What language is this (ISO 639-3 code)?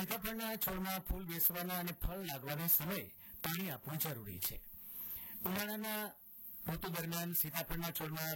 guj